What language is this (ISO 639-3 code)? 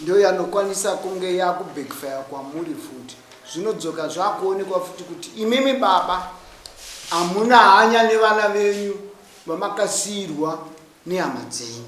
sna